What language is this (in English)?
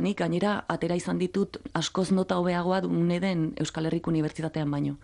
Basque